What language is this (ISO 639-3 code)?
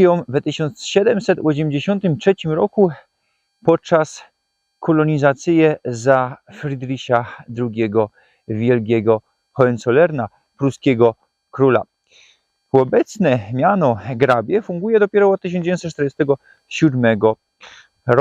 szl